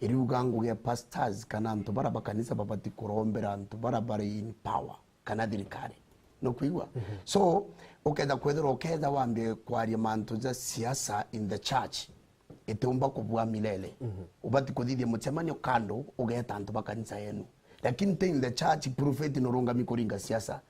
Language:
Meru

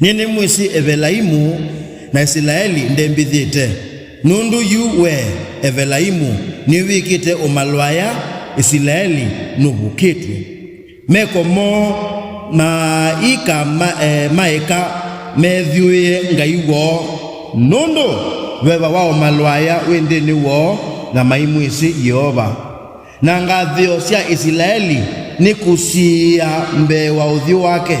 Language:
Kamba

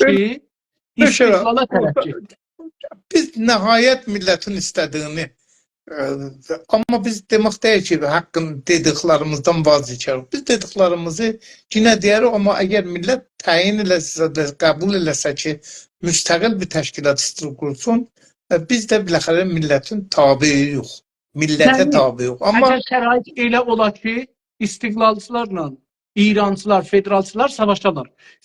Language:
South Azerbaijani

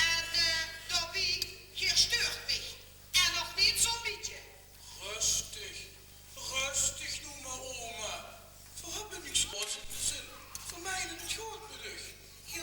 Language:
Limburgish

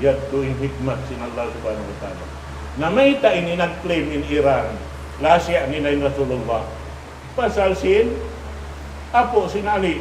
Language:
Tausug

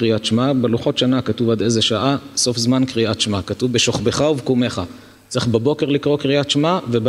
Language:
Hebrew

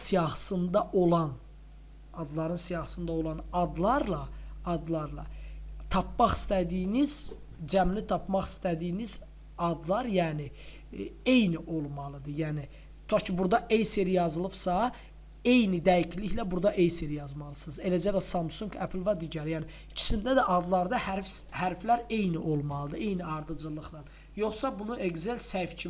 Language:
Azerbaijani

